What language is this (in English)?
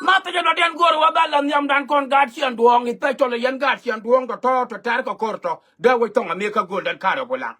Nuer